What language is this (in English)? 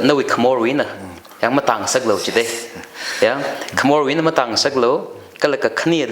Tangkhul Naga (India)